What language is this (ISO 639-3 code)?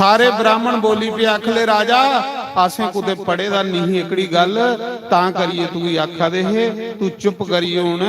doi